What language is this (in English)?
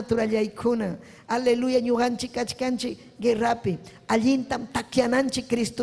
Ayacucho Quechua